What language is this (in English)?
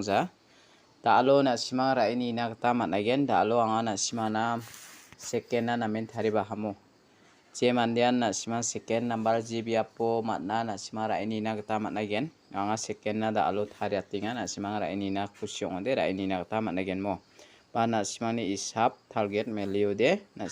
Garo